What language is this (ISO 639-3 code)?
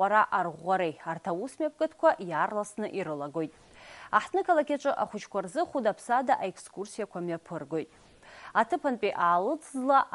abk